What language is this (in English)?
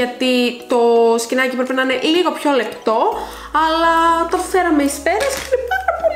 Greek